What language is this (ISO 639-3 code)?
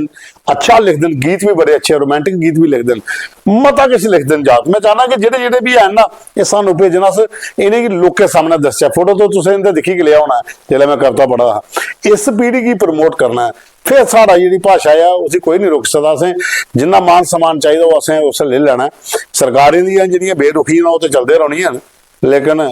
doi